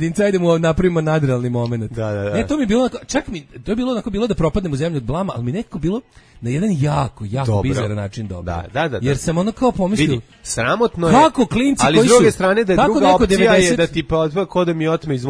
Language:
Serbian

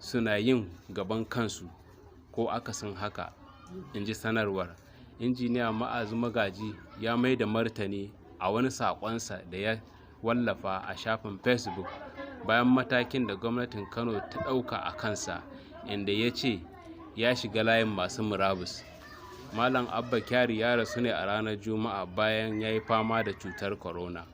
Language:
Hausa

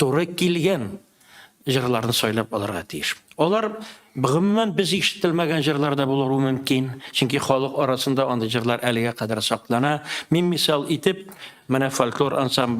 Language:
Tatar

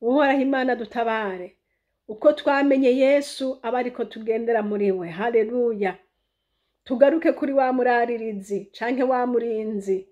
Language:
Rundi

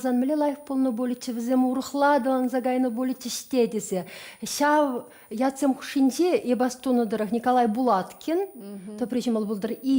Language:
Chuvash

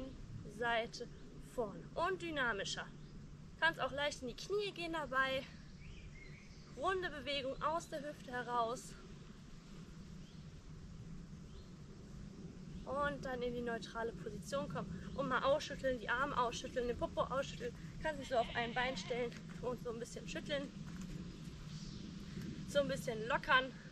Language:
German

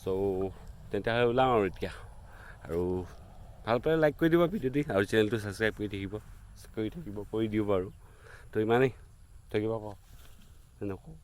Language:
Assamese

